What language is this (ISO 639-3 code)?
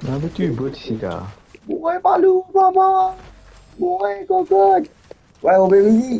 mfe